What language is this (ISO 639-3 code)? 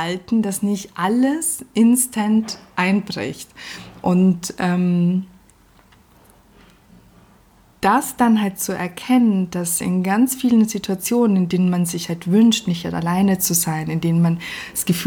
deu